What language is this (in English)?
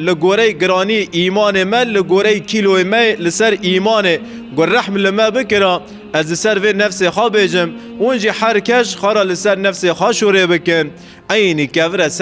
Kurdish